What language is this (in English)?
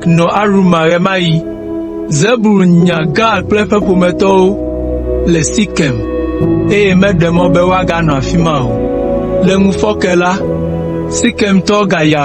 Ewe